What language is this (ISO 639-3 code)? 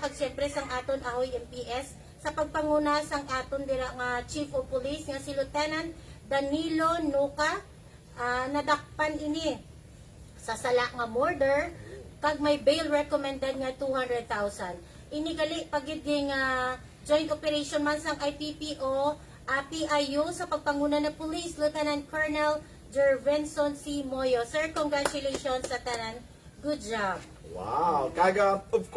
hil